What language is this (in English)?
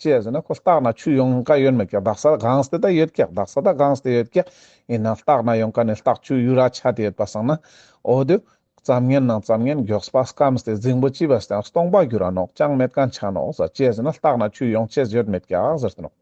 Ladakhi